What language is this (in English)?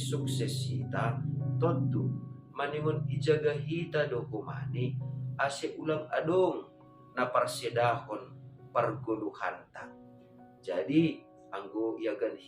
Batak Simalungun